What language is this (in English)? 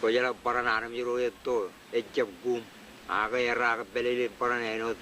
Marshallese